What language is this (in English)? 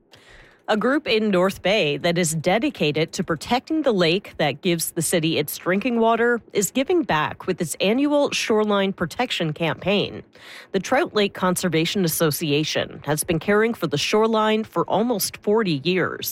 English